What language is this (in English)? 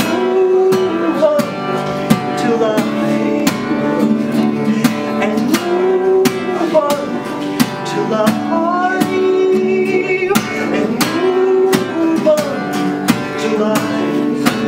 English